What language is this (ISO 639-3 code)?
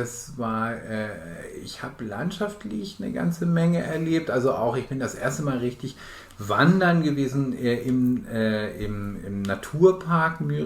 nds